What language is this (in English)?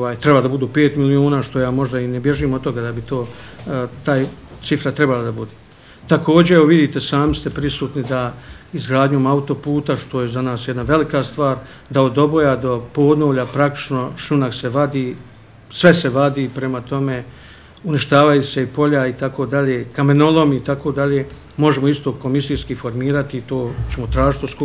Bosnian